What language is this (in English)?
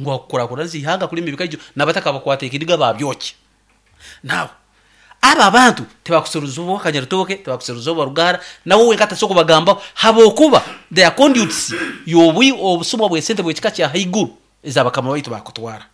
Nyoro